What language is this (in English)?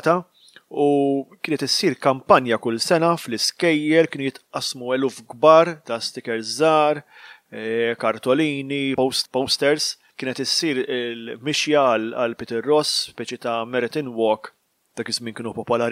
Maltese